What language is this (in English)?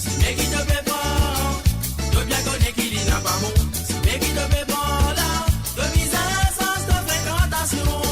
Morisyen